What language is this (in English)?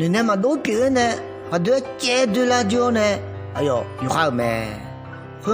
Akha